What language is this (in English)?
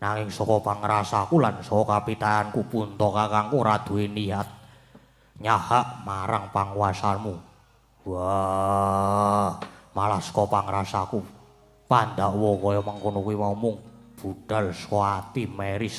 Javanese